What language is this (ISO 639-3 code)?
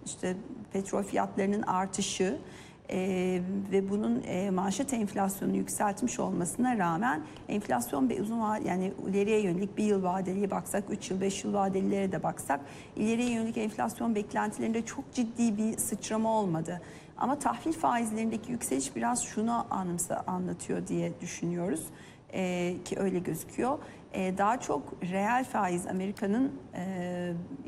tur